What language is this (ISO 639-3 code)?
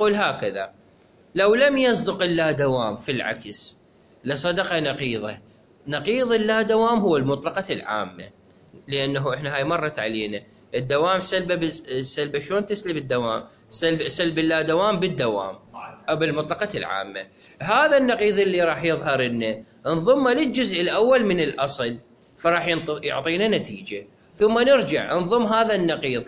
acm